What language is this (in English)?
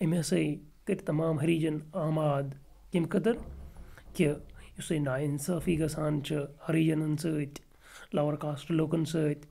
Kashmiri